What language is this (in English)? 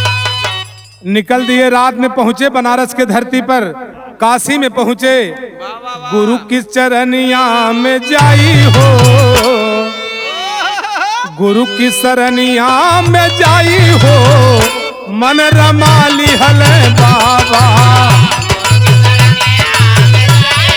Bhojpuri